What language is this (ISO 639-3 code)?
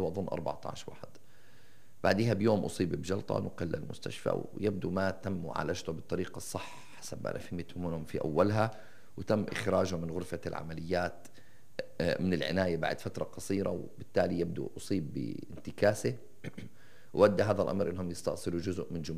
apc